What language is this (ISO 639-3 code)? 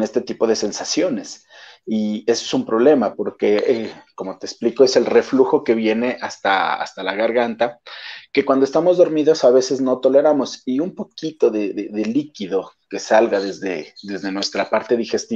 spa